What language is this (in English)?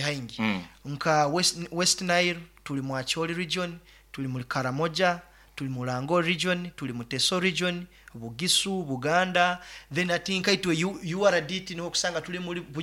Nyoro